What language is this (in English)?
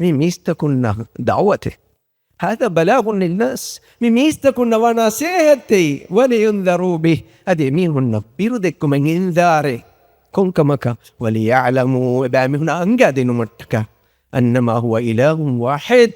Divehi